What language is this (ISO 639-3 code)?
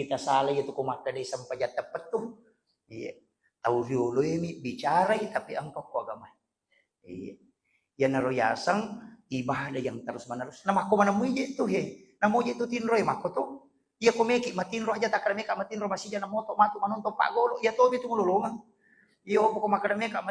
bug